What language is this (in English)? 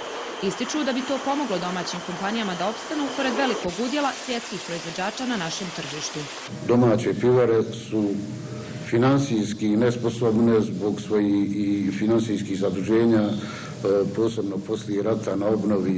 Bosnian